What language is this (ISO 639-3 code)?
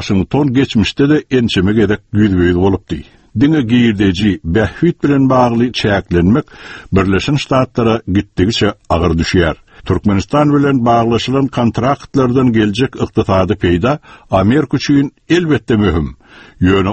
tuk